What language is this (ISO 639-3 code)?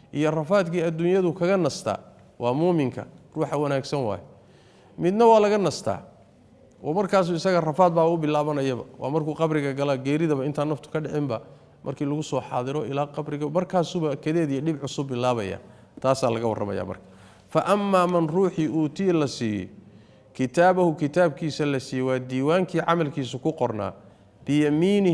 som